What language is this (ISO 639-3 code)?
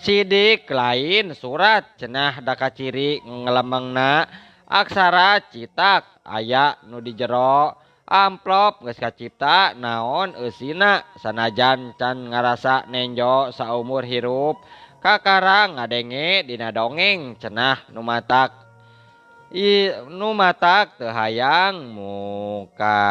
sun